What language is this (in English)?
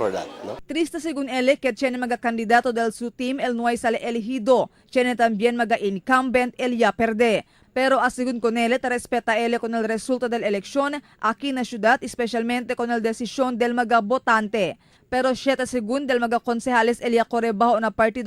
Chavacano